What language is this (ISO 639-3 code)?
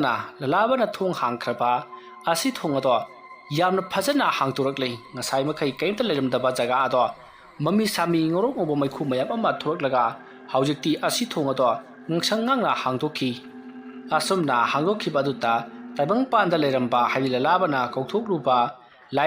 mni